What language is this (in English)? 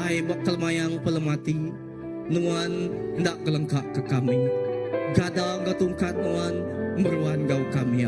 Iban